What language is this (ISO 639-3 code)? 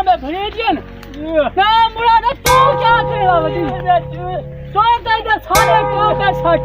skr